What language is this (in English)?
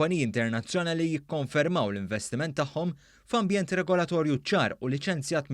Maltese